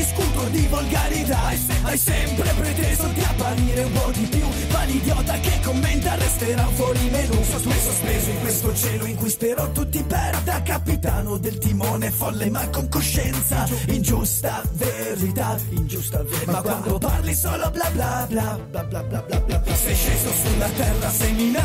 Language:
Italian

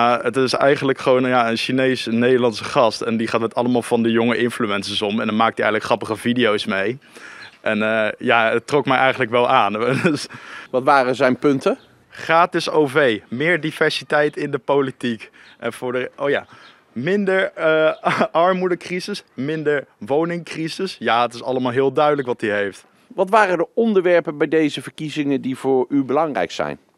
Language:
Dutch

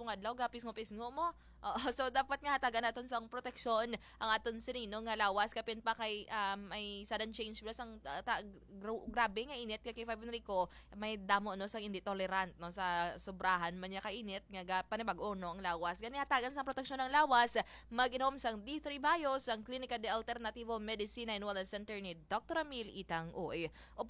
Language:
Hiligaynon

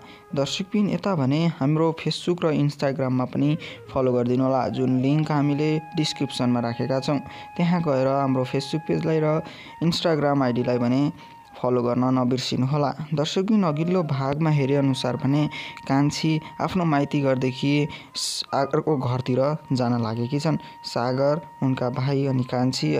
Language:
Nepali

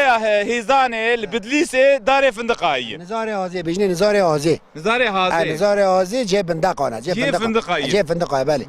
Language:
Kurdish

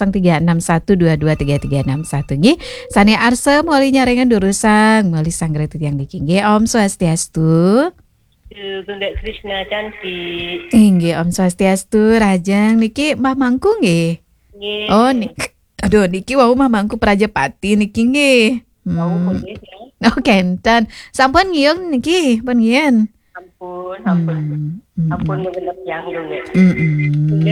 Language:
Balinese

